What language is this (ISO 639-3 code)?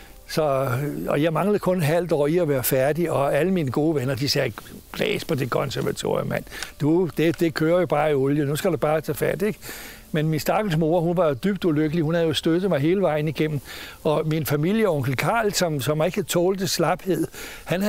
dan